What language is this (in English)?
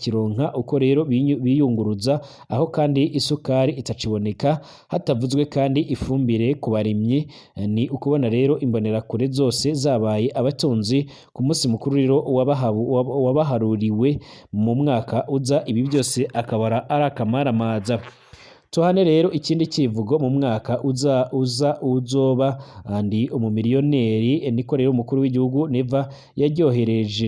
Rundi